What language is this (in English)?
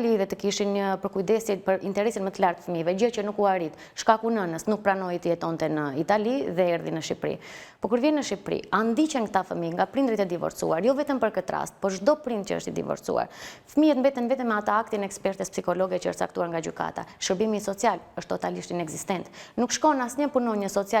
Albanian